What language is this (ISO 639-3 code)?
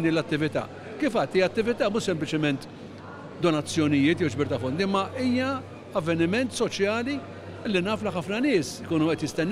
mlt